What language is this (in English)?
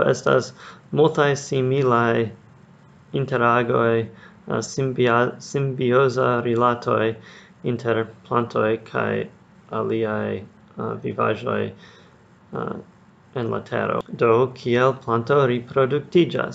Esperanto